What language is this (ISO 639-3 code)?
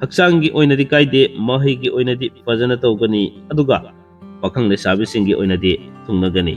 mni